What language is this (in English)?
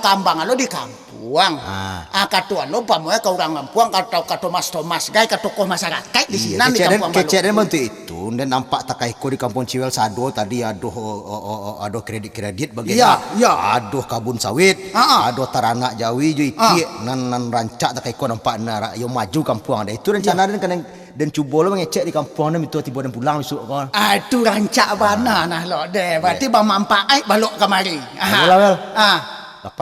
Minangkabau